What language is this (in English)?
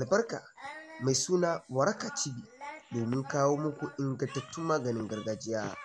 Hausa